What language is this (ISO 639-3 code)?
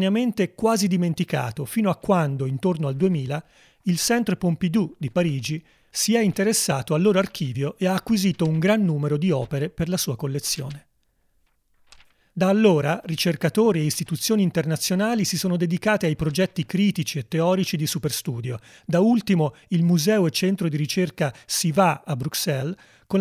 ita